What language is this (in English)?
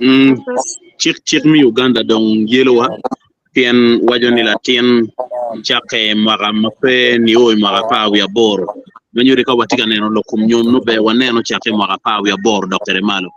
Acoli